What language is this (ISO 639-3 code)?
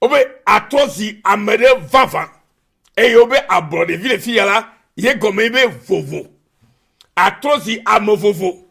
ewe